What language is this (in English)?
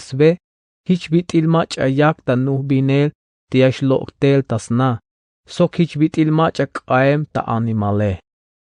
Tzeltal